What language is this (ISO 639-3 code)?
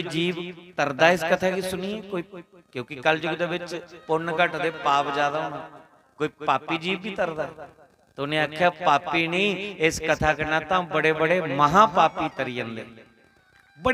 doi